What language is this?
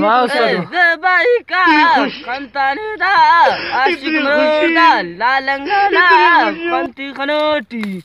Brahui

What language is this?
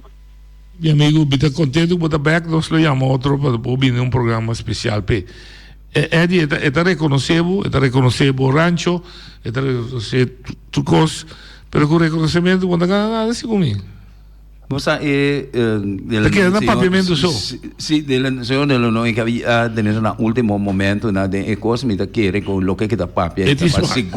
Papiamento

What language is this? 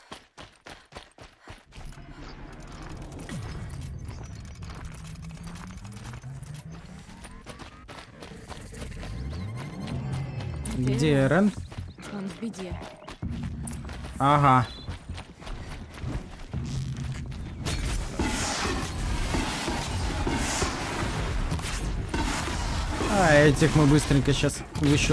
Russian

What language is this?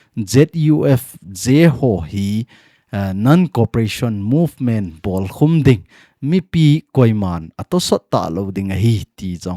Thado Chin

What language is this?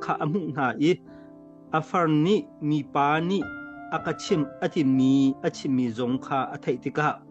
Hakha Chin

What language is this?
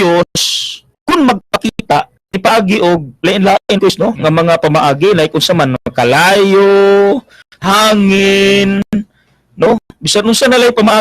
Cebuano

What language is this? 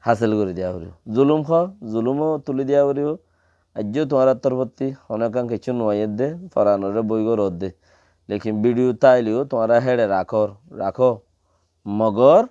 Rohingya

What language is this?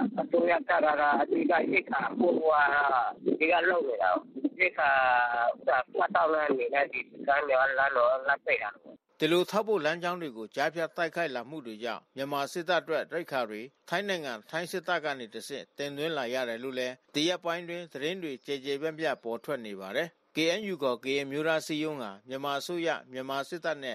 Burmese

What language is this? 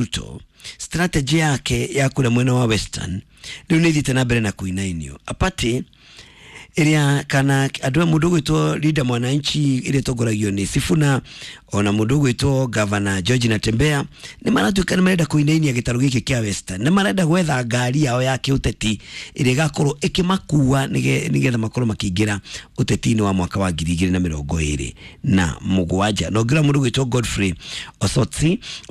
Kikuyu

